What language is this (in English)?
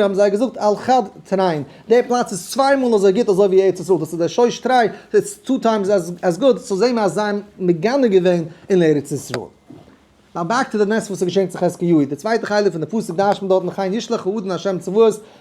Yiddish